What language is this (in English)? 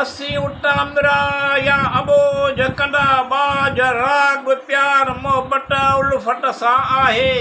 Sindhi